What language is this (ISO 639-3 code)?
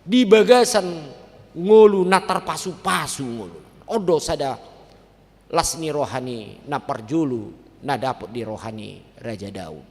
bbc